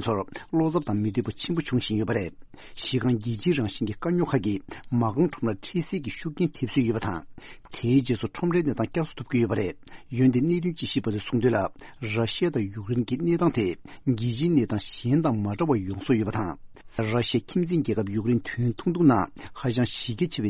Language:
Tibetan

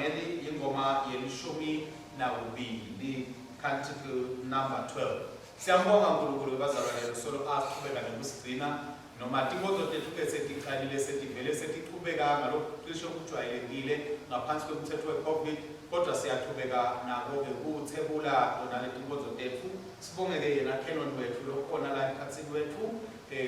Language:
Swati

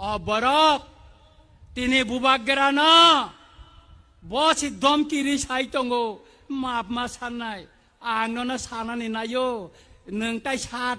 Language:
Kok Borok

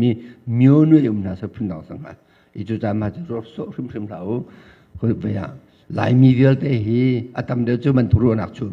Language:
Hakha Chin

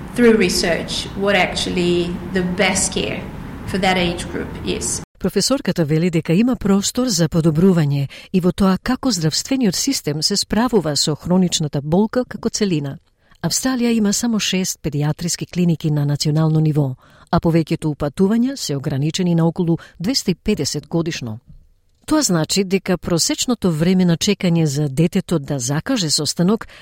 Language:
Macedonian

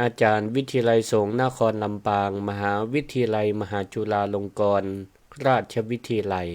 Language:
Northern Thai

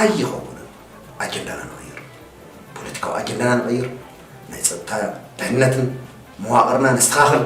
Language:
Tigrinya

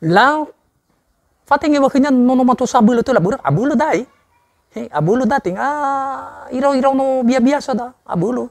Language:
Nias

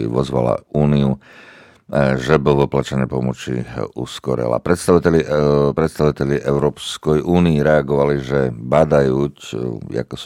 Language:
Rusyn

